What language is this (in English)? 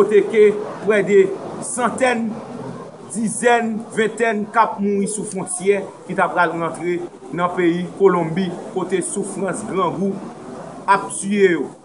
Haitian Creole